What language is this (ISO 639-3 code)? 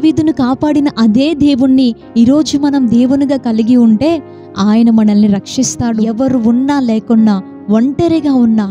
tel